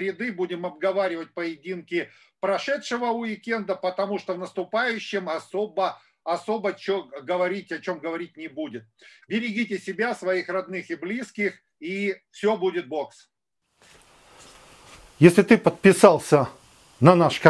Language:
Russian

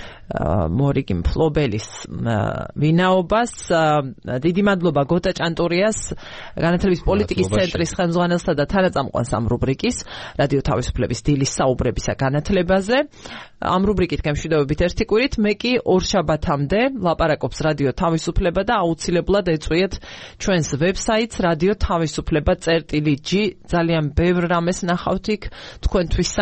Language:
Georgian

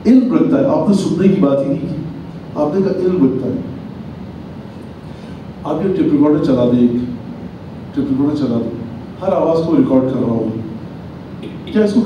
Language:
Urdu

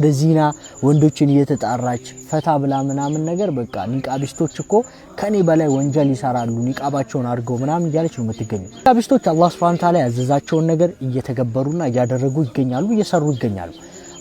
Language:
Amharic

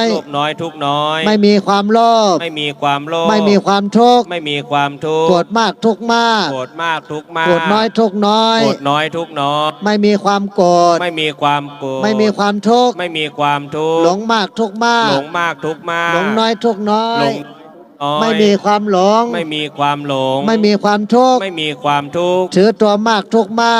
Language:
Shan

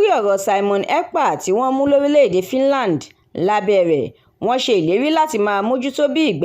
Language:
Yoruba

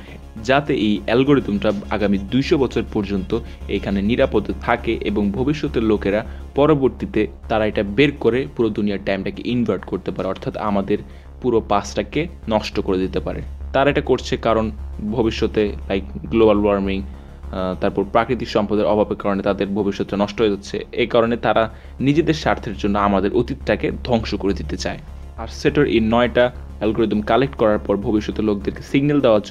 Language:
Bangla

